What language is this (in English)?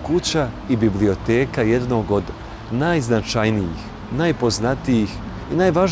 Bosnian